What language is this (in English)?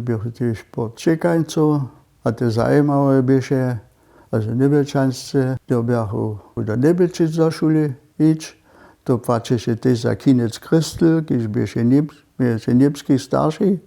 Upper Sorbian